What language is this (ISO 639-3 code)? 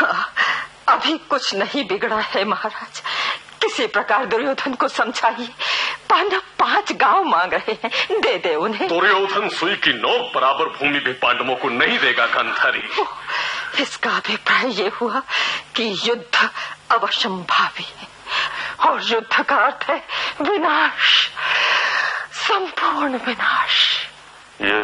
hin